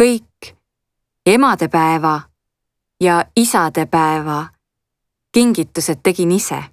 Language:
Estonian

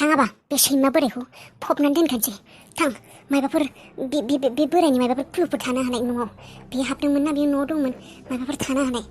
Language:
Bodo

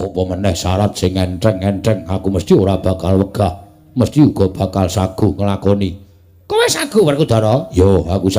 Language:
Javanese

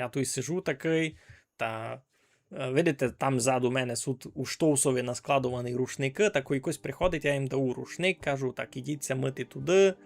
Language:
Rusyn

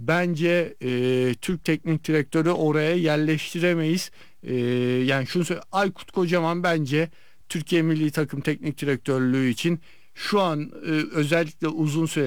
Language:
Turkish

